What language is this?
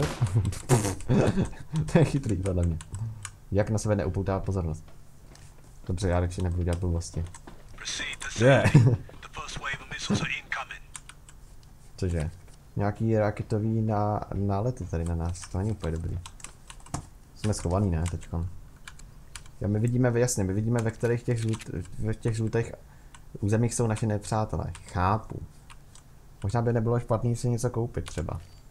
Czech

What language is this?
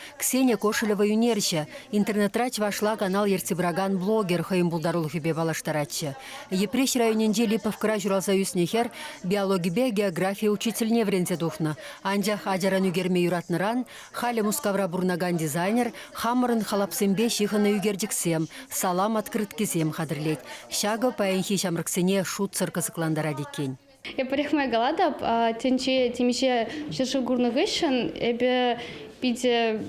Chuvash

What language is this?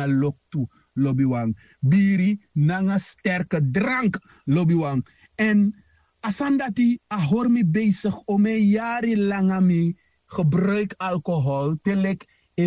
Sranan Tongo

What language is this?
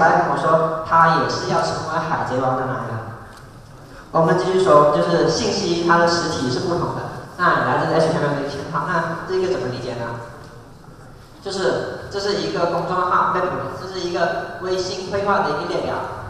Chinese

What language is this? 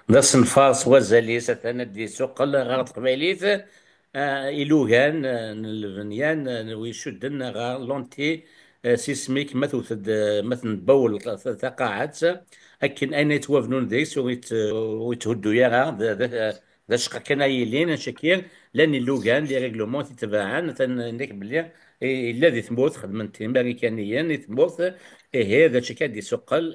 Kabyle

